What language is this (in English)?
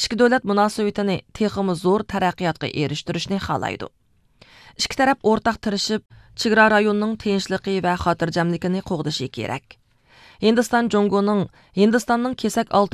Uyghur